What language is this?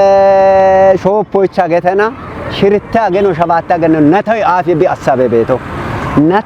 Kafa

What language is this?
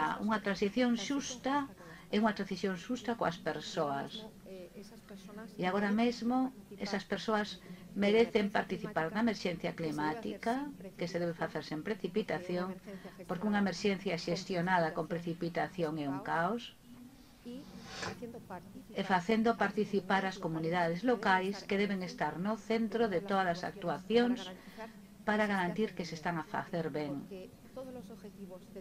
Galician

